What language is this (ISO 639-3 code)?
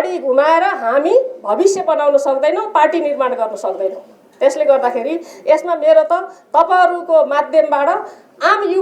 nep